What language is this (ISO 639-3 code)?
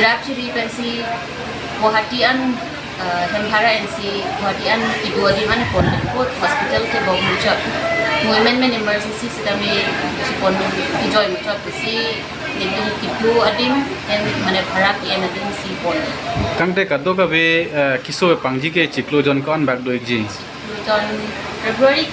mjw